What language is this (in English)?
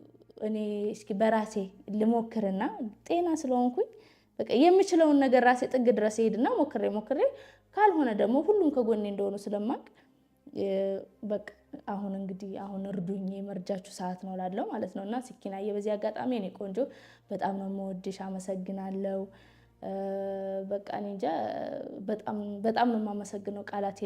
Amharic